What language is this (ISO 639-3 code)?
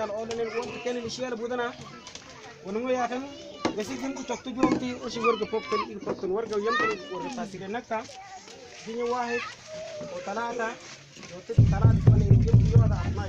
mfz